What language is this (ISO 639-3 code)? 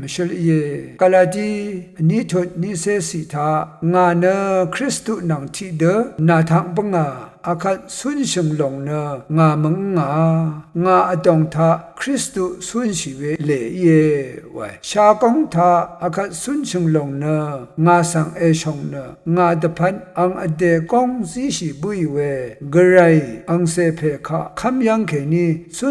raw